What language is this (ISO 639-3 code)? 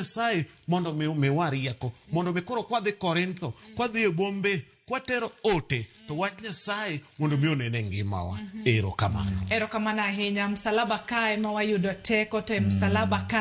luo